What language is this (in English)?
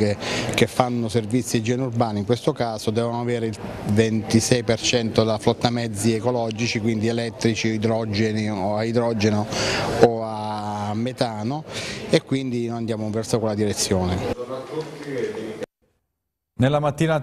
Italian